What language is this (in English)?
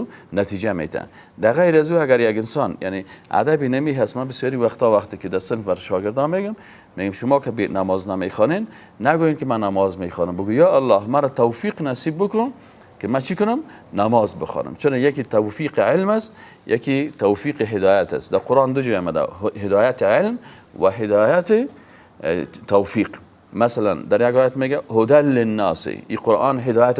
Persian